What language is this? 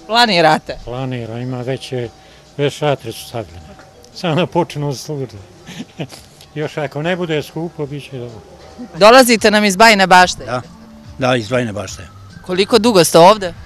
Serbian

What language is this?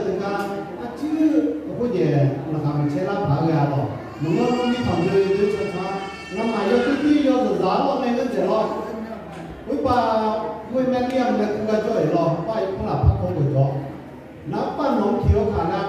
Akha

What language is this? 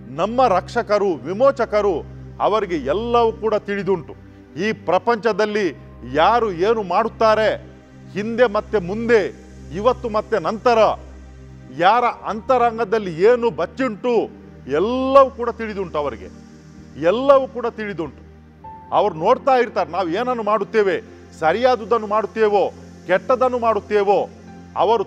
Kannada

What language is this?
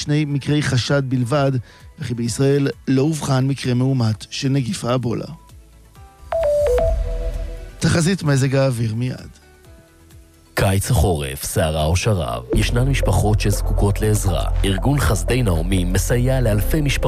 Hebrew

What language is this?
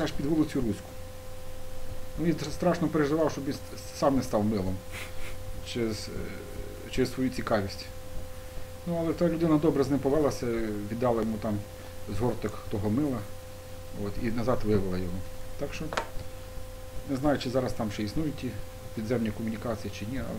Ukrainian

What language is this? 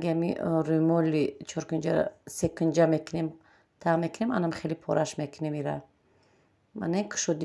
Tajik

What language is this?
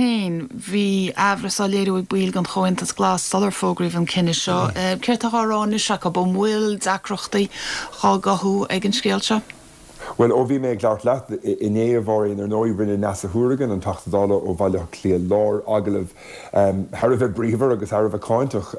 Irish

